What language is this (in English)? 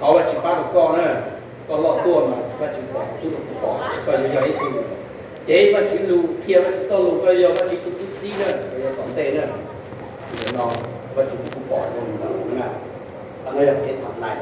Hmong